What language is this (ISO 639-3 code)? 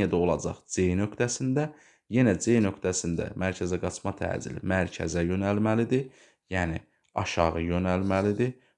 aze